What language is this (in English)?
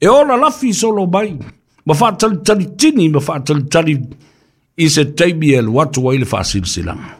Samoan